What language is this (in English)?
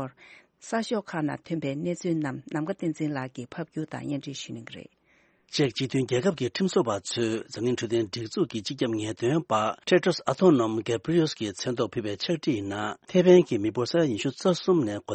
Tibetan